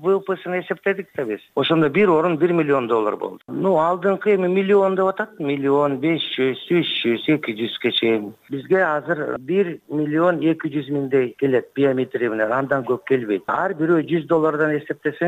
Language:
Kyrgyz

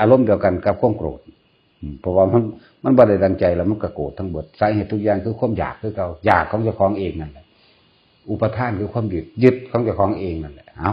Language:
Northeastern Thai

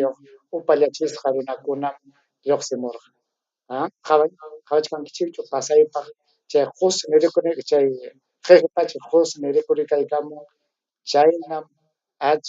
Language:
Ayacucho Quechua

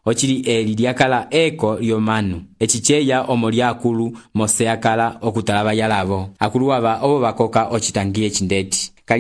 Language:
Umbundu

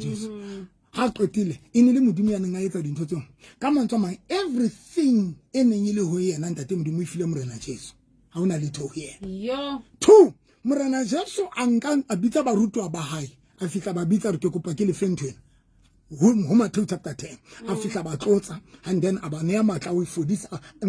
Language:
Southern Sotho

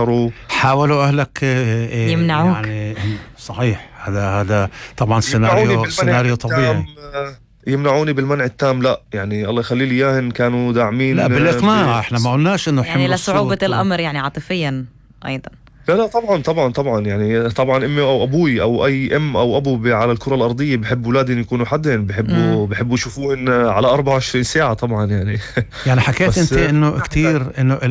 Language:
North Levantine Arabic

